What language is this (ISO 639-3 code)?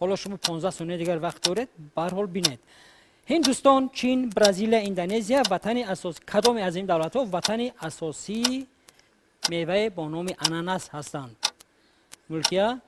tgk